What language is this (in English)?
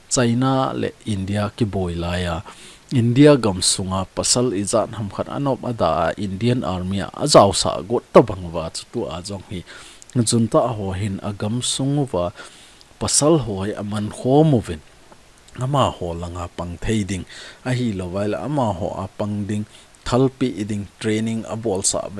Thado Chin